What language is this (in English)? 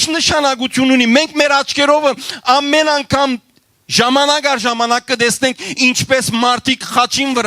Western Armenian